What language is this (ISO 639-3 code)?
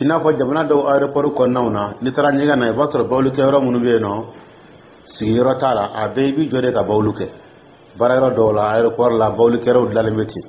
dyu